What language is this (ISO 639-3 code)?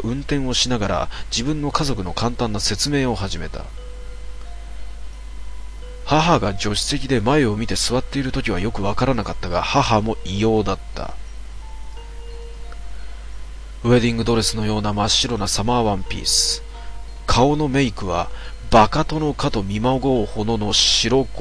jpn